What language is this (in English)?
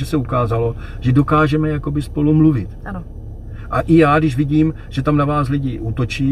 Czech